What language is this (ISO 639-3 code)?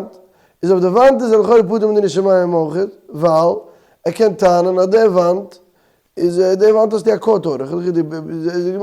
yid